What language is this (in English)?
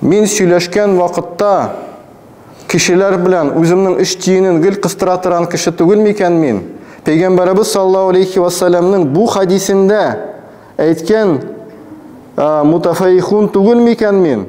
Tatar